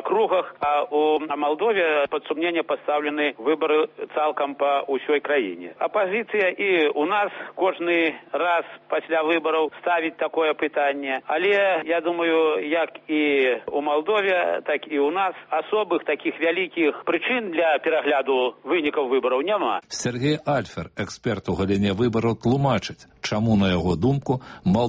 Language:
Belarusian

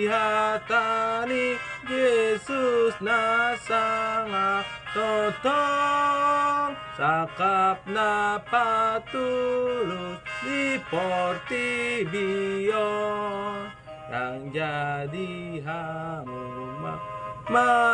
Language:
Batak Toba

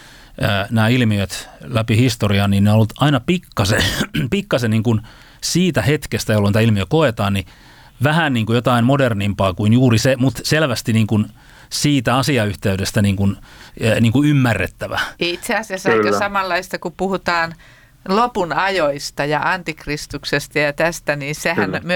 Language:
Finnish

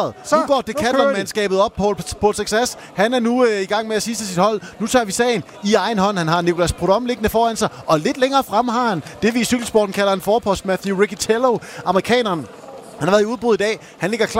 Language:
Danish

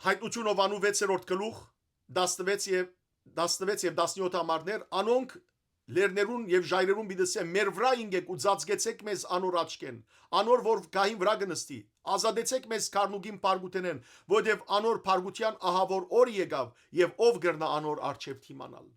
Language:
Western Armenian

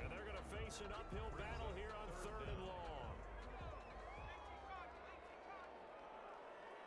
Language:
English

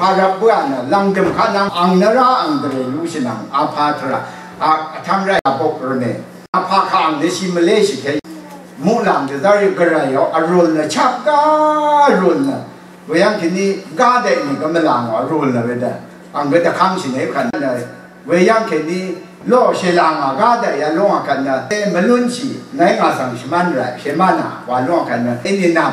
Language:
Rawang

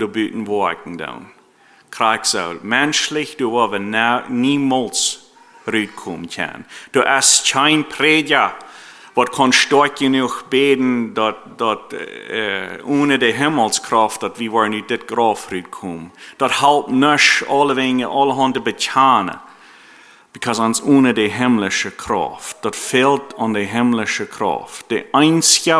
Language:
Plautdietsch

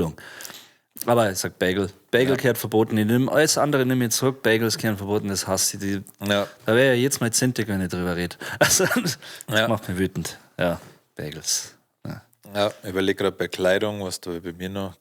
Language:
Bavarian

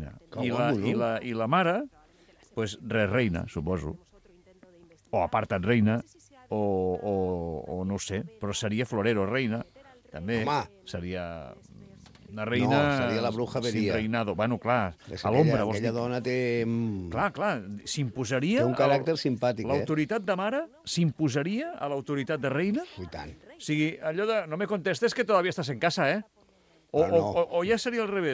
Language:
Catalan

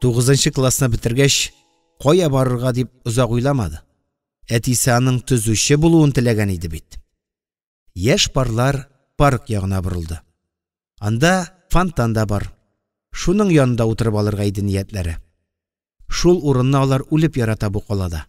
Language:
Tatar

